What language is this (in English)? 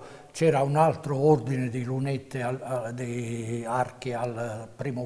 Italian